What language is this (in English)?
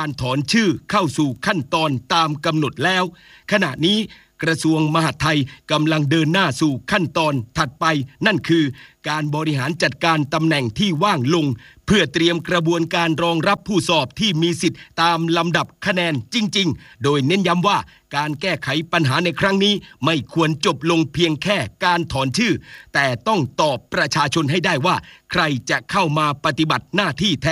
Thai